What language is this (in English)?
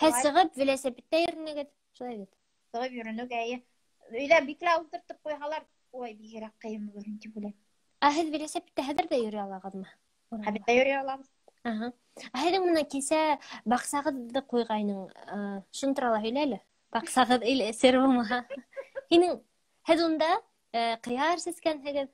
Bashkir